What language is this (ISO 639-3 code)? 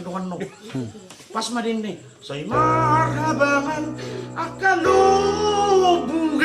bbc